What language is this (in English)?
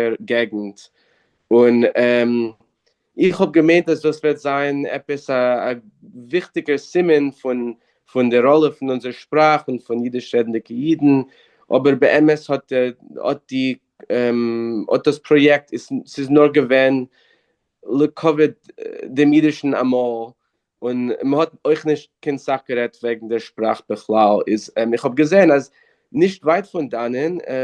Yiddish